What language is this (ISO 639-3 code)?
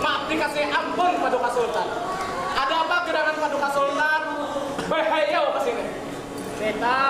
bjn